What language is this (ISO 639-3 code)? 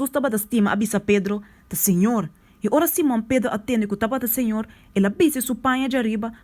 pap